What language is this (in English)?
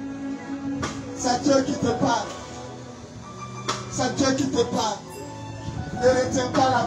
French